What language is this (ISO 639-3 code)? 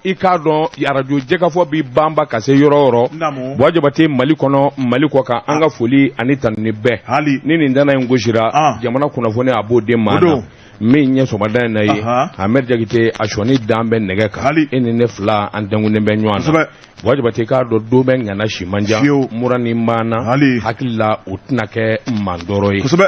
bam